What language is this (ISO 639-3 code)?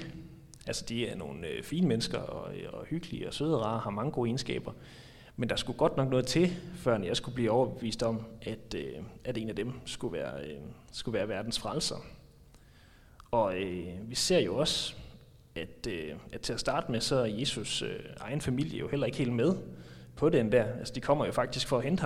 dan